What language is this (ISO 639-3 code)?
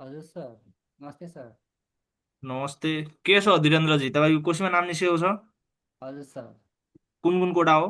nep